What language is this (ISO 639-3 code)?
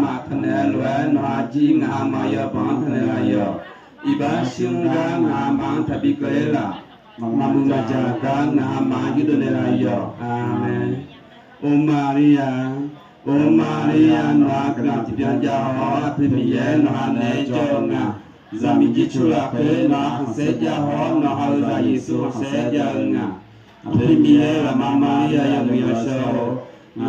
ahk